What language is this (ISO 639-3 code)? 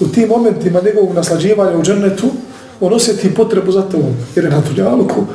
bos